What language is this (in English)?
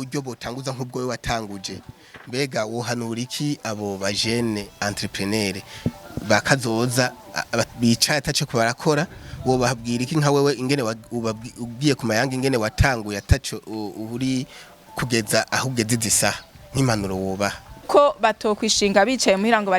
Rundi